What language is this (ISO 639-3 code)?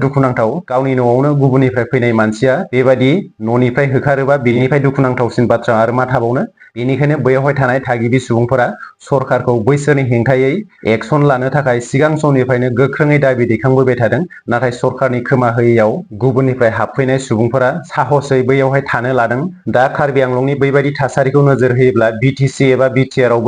brx